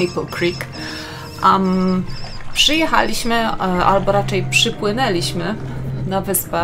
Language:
Polish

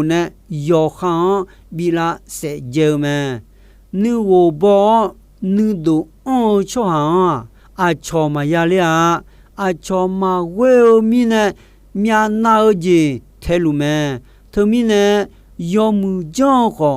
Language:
Akha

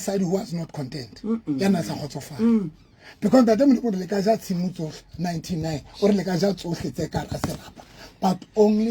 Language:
Southern Sotho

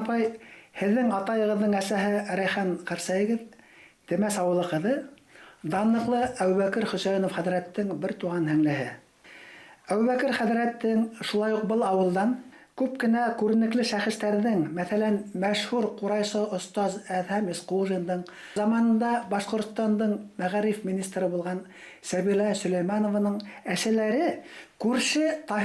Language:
Bashkir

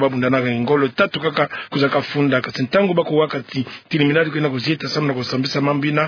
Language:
Kituba (Democratic Republic of Congo)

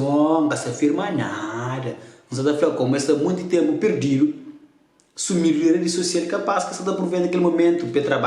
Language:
Kabuverdianu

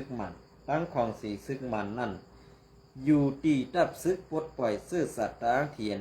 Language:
Shan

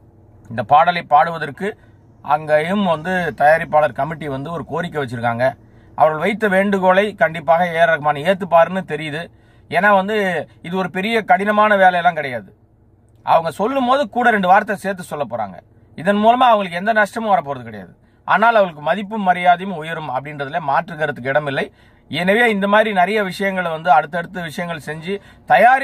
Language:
Tamil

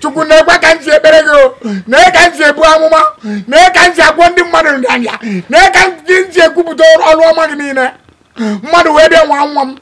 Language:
Igbo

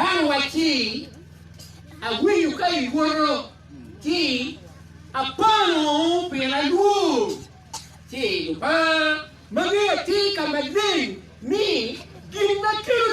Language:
Acoli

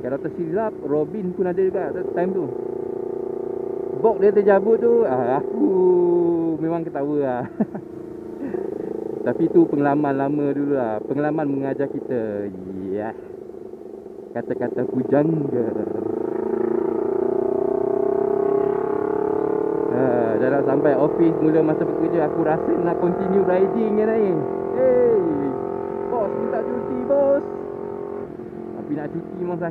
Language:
Malay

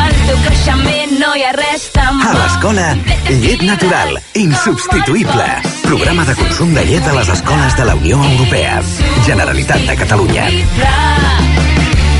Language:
Catalan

